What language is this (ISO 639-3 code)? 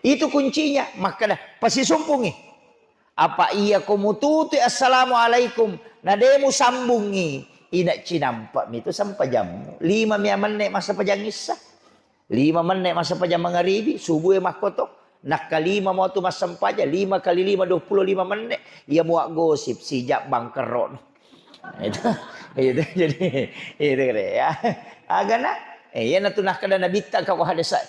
bug